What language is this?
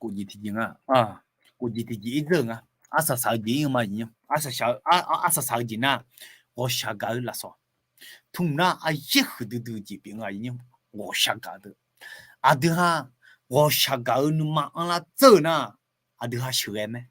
Akha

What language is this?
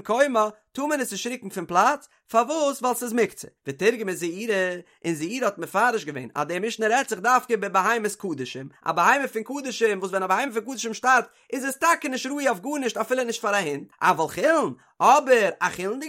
Yiddish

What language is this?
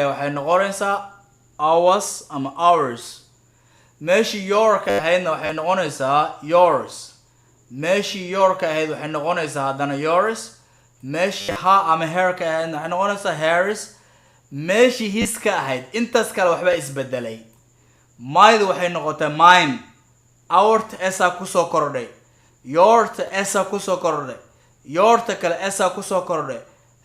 Somali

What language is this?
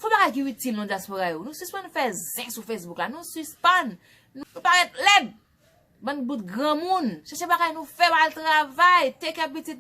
Haitian Creole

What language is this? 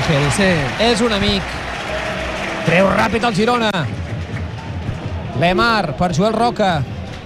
Catalan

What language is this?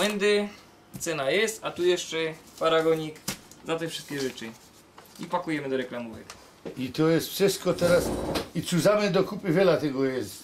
Silesian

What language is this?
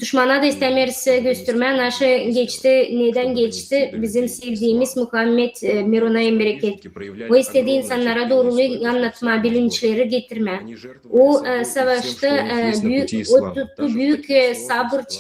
Gagauz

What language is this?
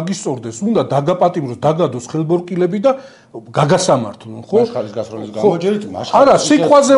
Georgian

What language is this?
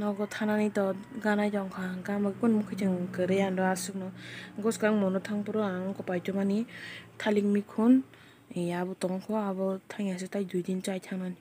Kok Borok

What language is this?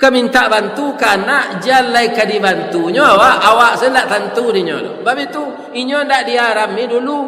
Minangkabau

